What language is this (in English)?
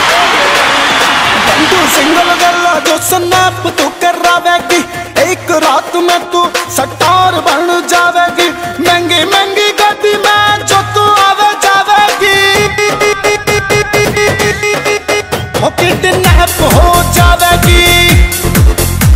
Hindi